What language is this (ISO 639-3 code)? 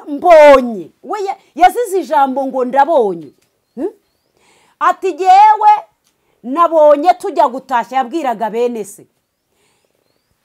kin